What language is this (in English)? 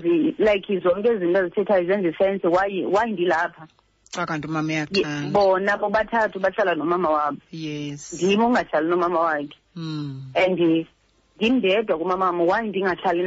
Xhosa